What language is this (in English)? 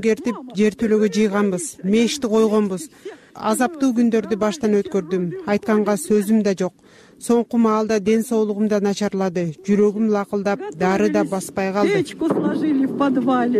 Kyrgyz